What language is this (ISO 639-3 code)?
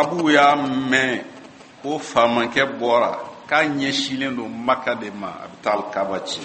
bam